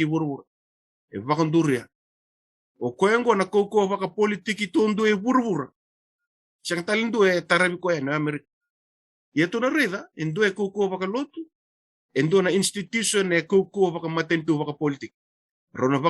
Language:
Fijian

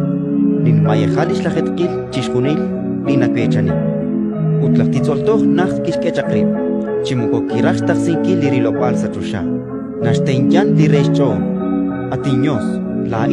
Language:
Kekchí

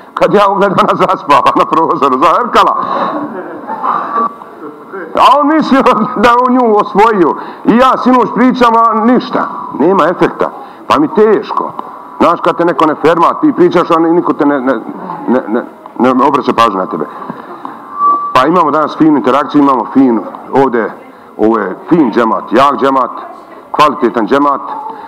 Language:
Bosnian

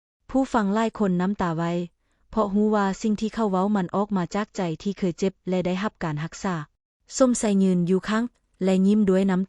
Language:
Lao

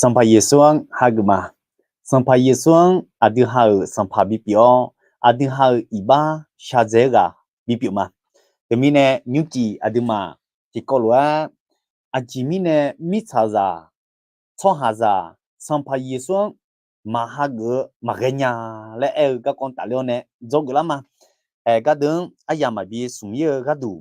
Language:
Akha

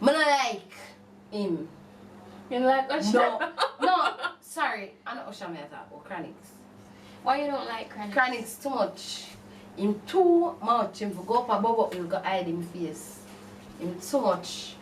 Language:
Jamaican Creole English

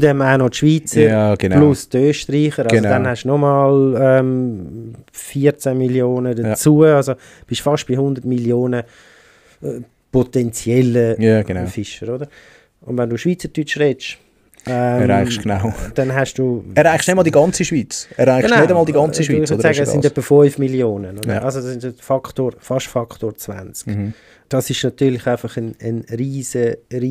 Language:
Swiss German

